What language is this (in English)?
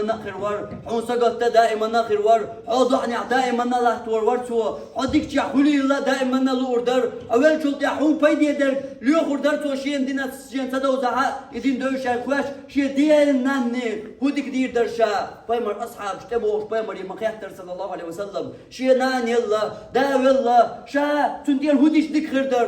Chechen